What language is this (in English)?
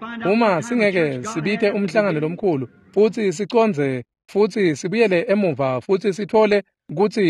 Swati